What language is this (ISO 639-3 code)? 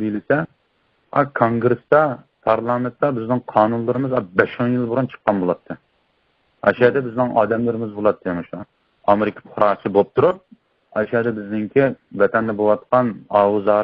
uig